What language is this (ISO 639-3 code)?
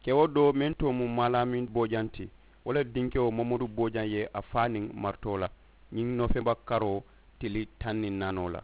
man